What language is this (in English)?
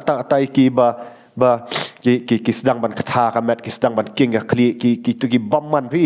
Khasi